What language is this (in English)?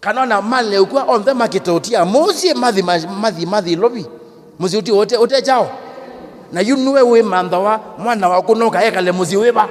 Kamba